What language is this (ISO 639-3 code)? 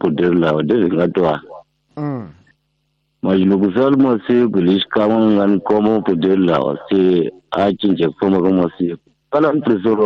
tso